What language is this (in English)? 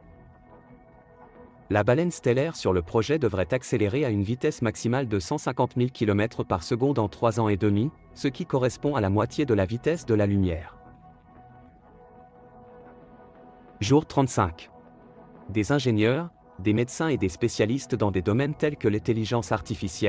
French